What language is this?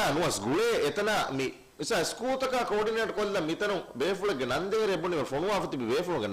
Divehi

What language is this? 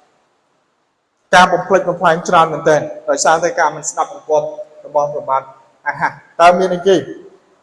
Khmer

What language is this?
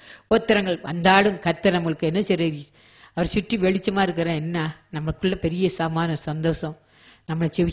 Tamil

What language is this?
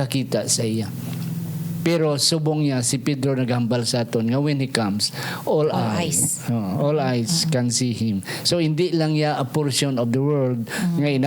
Hiligaynon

